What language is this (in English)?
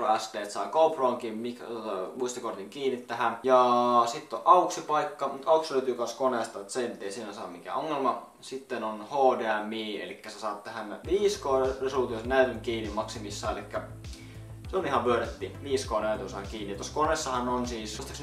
Finnish